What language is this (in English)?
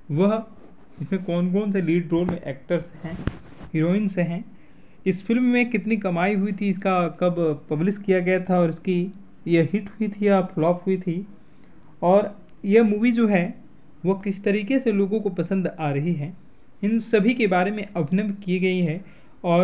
Hindi